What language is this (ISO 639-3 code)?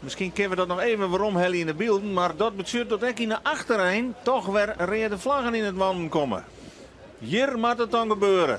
fry